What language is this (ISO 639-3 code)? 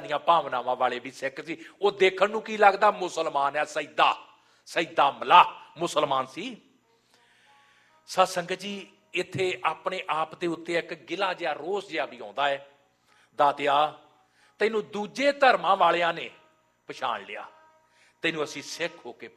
pan